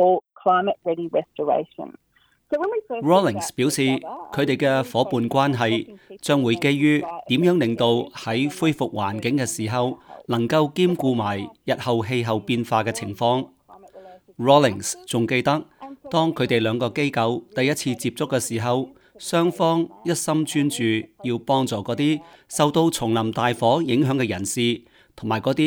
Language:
Cantonese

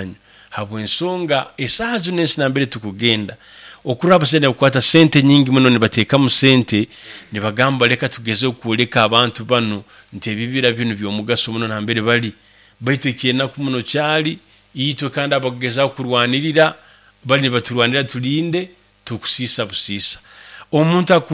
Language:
Nyankole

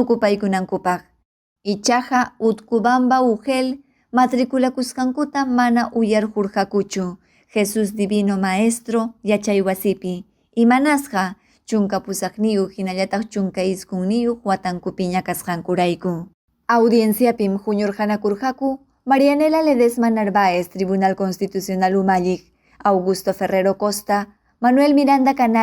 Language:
Ayacucho Quechua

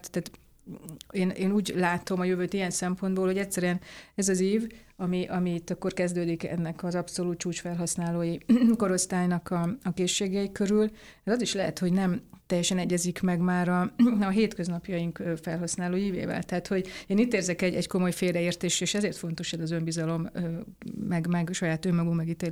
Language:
Hungarian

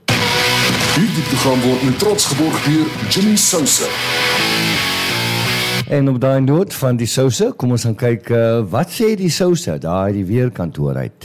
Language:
Afrikaans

